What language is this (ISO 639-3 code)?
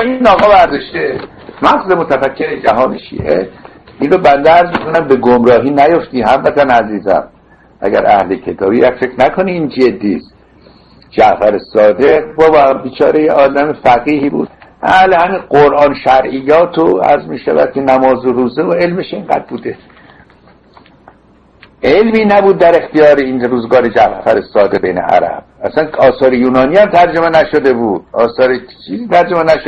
fas